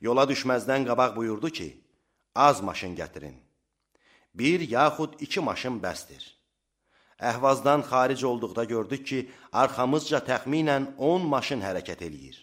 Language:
Azerbaijani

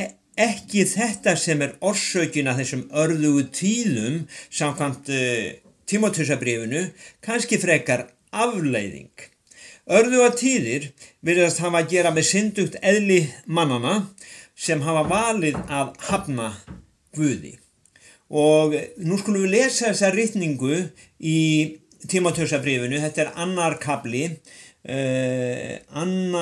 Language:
Icelandic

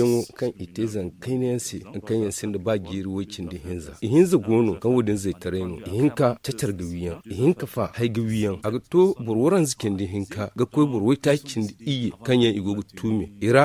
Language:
Zarma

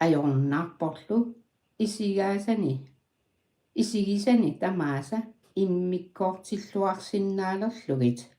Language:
Kalaallisut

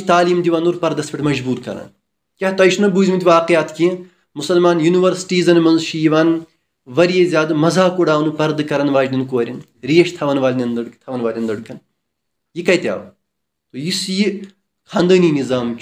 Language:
Kashmiri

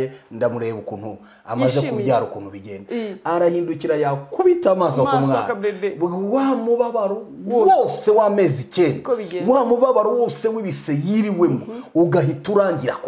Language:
Kinyarwanda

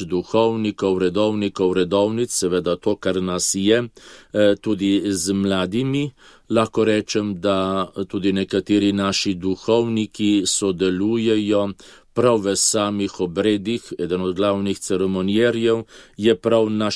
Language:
Slovenian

